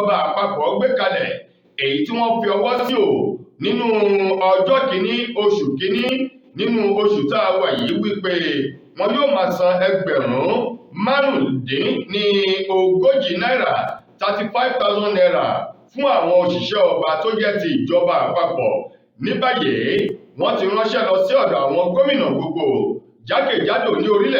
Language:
Yoruba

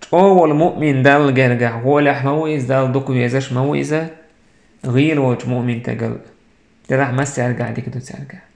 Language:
Chechen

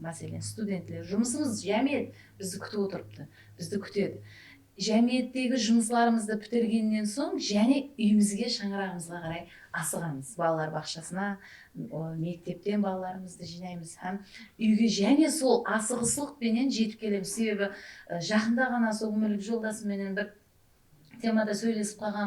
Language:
Kara-Kalpak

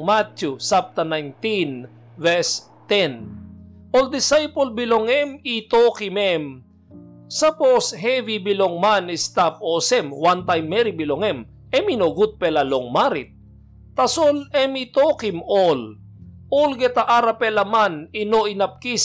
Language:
Tok Pisin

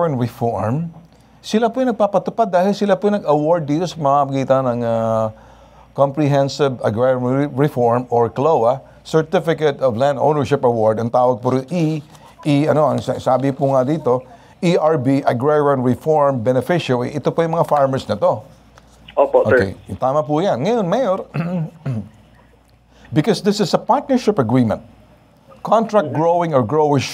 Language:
Filipino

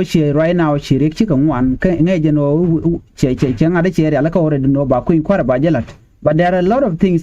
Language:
Nuer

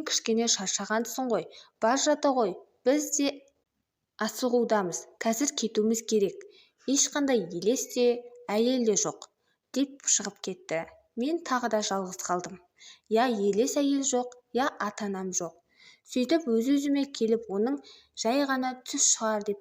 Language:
Kazakh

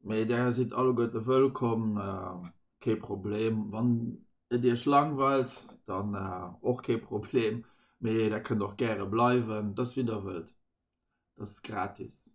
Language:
Luxembourgish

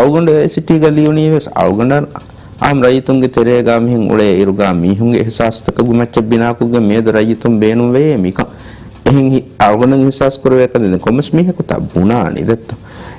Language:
Divehi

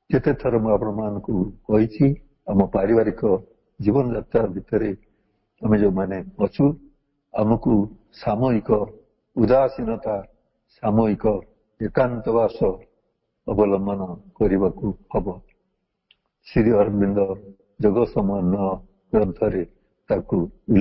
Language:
Odia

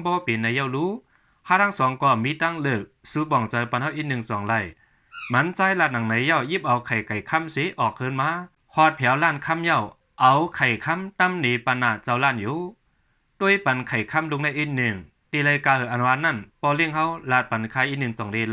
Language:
Shan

